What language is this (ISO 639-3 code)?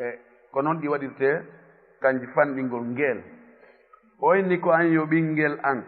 ful